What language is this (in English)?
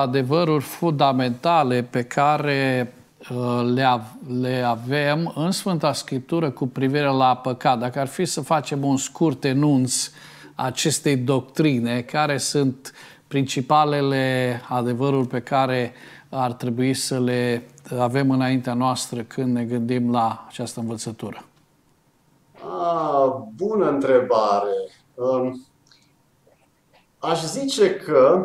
Romanian